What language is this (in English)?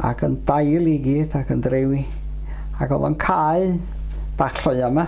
Welsh